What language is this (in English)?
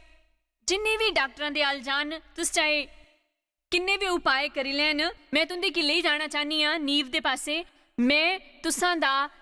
Dogri